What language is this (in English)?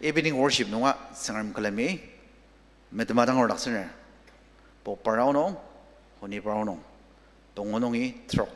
Ao Naga